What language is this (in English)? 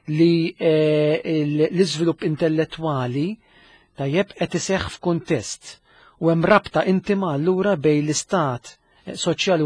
Maltese